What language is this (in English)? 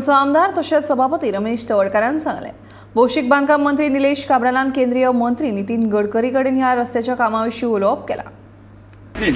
Konkani